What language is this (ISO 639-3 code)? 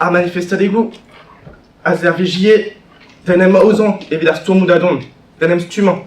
bre